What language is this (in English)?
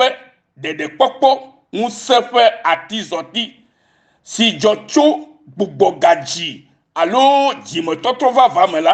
Ewe